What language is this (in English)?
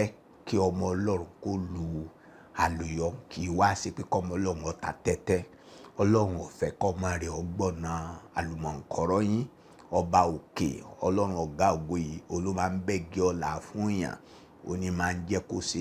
Yoruba